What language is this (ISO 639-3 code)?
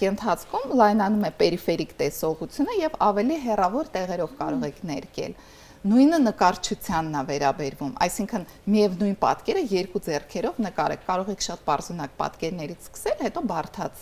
hye